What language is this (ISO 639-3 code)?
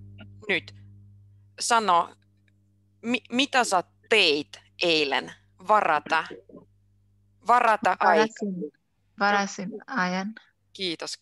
fin